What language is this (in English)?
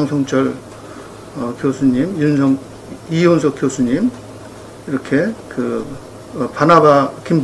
Korean